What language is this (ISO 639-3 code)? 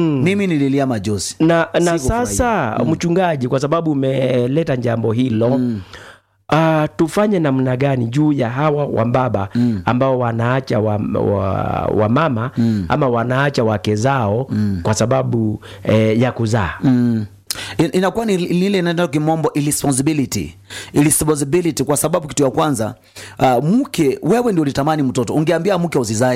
swa